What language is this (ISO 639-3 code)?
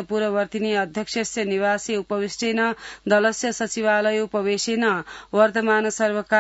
san